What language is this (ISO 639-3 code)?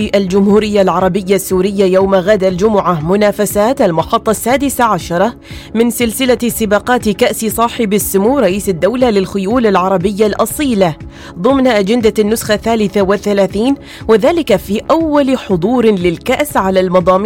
ara